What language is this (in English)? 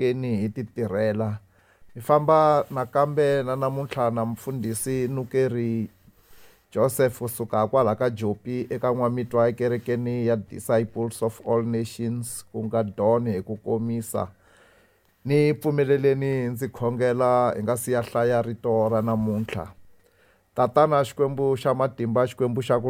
Tsonga